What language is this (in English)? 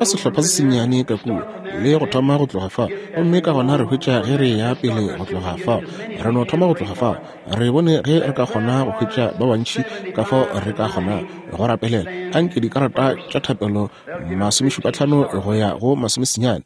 Northern Sotho